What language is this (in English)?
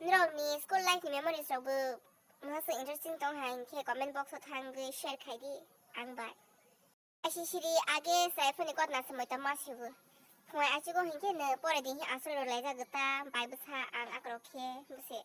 Kok Borok